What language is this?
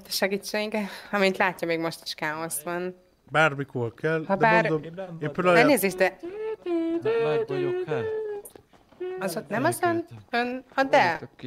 Hungarian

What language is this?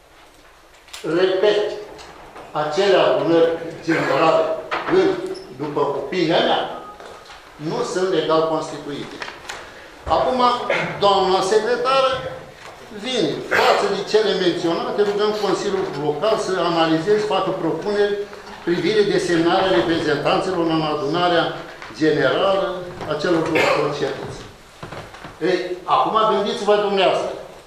Romanian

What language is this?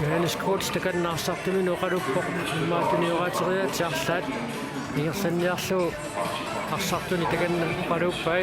Kalaallisut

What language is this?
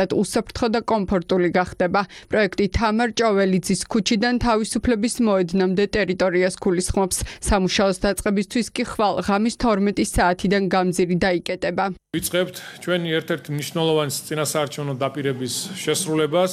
Georgian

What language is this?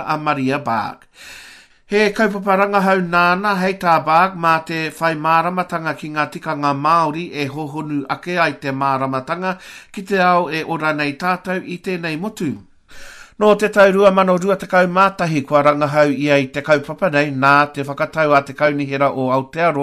Māori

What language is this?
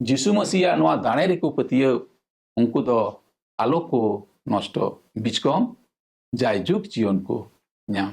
Santali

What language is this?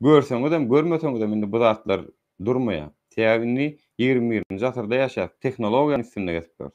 Turkmen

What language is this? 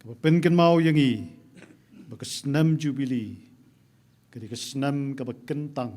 Khasi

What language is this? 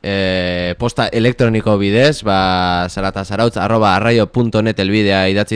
Basque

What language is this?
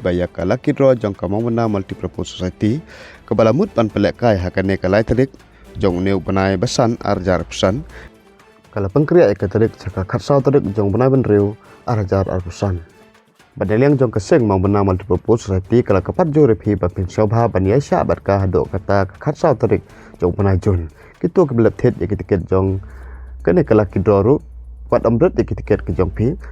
Khasi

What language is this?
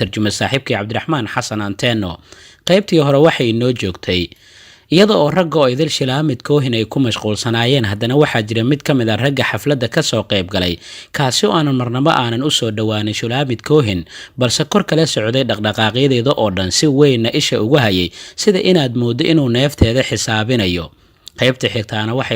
Somali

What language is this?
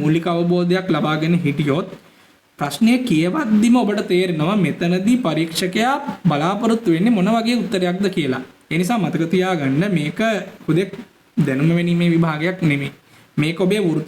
Sinhala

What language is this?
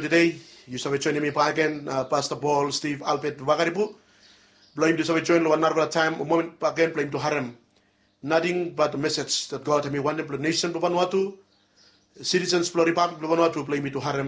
Bislama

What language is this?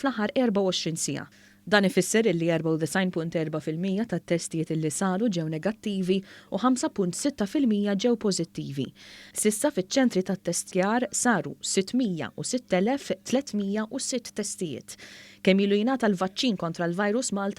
Maltese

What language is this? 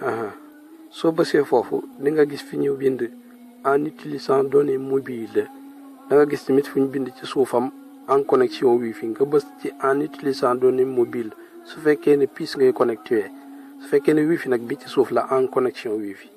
Wolof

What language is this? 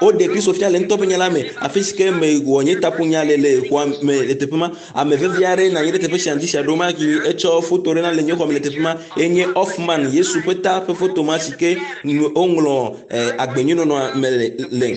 Ewe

